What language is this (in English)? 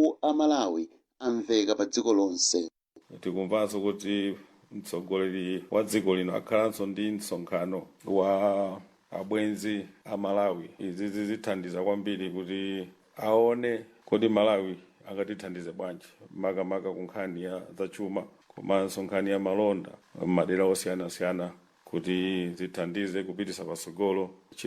Nyanja